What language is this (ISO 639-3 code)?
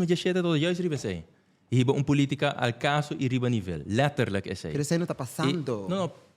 pap